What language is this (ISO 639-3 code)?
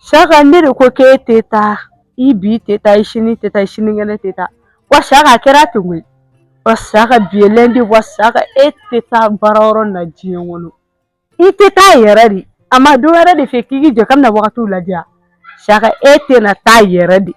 bam